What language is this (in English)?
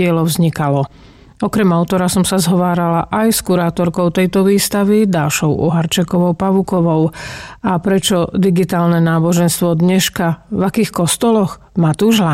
Slovak